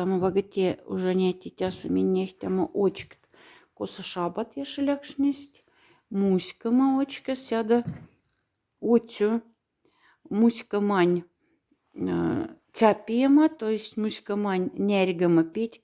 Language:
Moksha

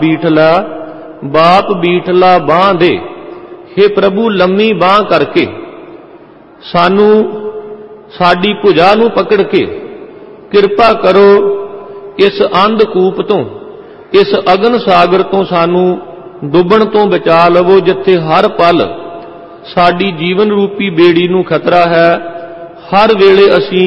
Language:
Punjabi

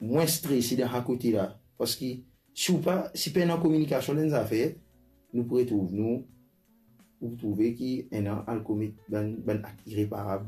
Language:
Morisyen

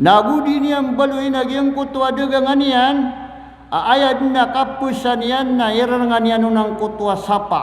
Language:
Maranao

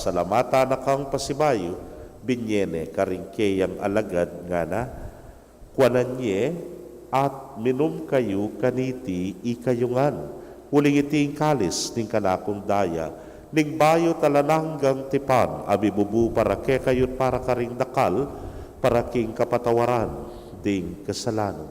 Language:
Pampanga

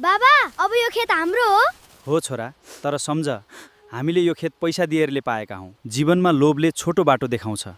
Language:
Nepali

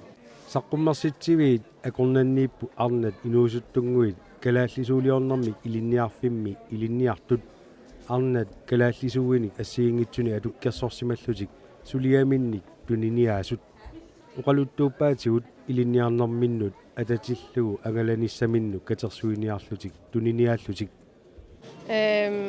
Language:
Kalaallisut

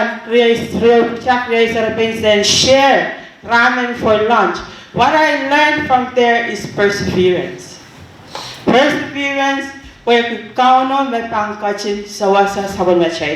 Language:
Pohnpeian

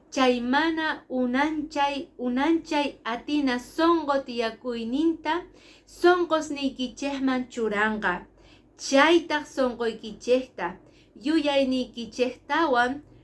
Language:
Quechua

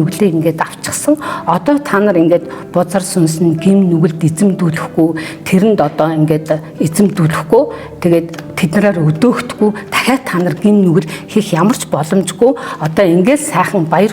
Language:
Mongolian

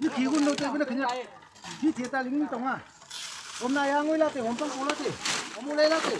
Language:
Naga Pidgin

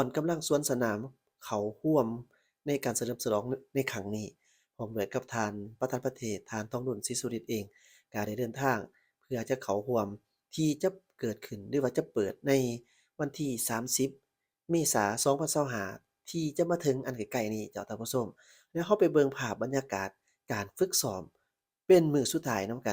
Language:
Lao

